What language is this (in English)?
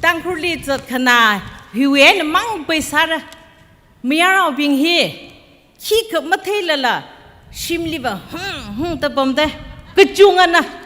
Tangkhul Naga (India)